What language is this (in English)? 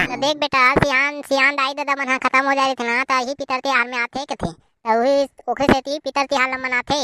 Chhattisgarhi